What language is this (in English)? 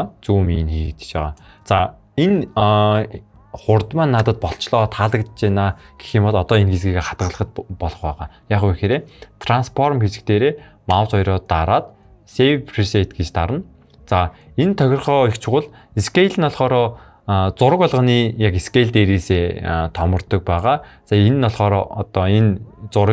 Mongolian